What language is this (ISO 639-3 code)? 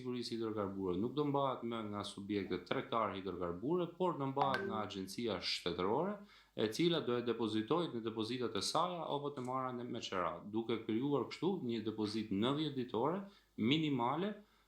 sqi